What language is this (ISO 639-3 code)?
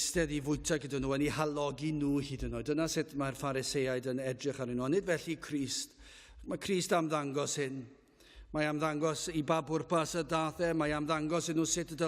cym